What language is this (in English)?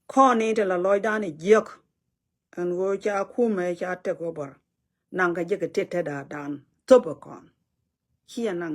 Nuer